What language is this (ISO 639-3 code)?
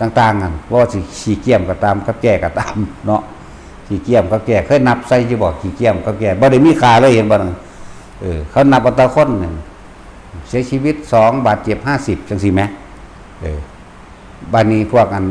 lao